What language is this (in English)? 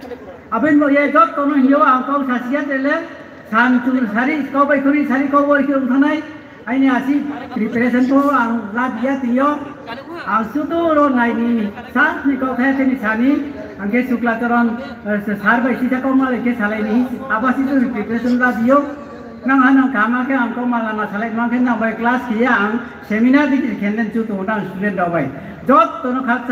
Riang (India)